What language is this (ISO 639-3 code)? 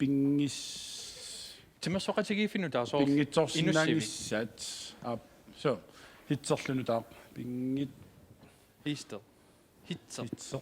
kal